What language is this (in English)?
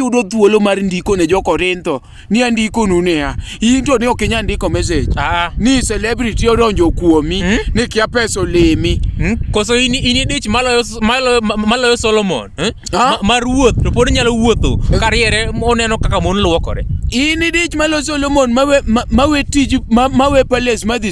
Luo (Kenya and Tanzania)